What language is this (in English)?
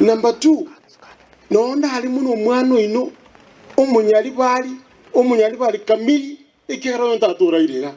Gusii